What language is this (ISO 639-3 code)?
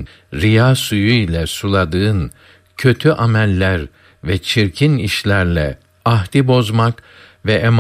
tur